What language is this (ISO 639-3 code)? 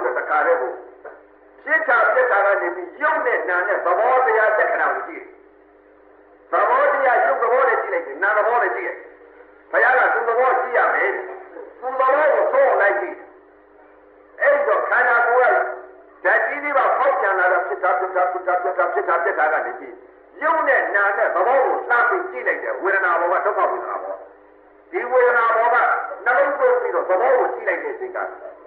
mya